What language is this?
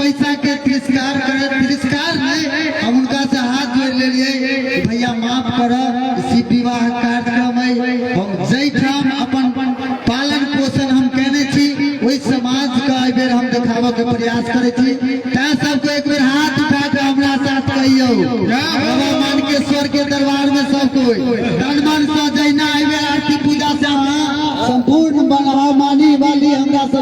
Maithili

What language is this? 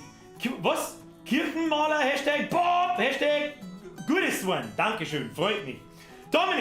Bavarian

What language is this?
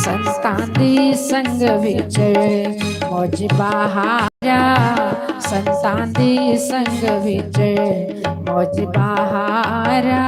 Dogri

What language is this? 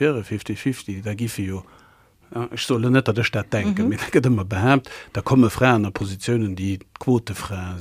Luxembourgish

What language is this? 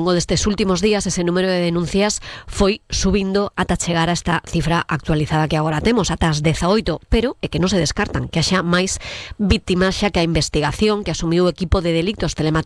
Galician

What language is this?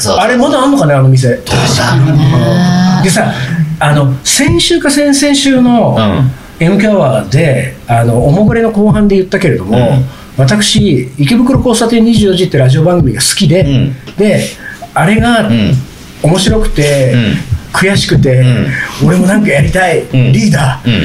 Japanese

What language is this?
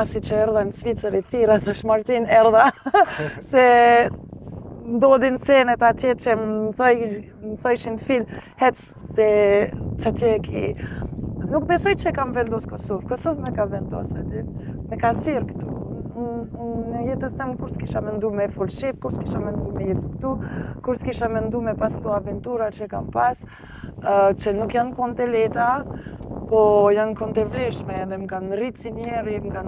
Albanian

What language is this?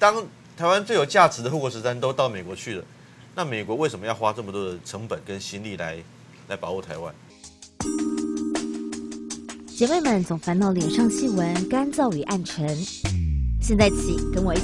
Chinese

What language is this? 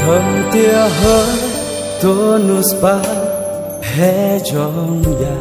Central Mnong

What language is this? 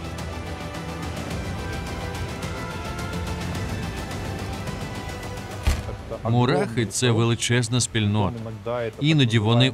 Ukrainian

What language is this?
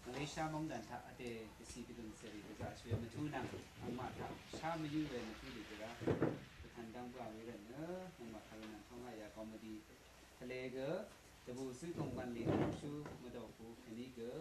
Rawang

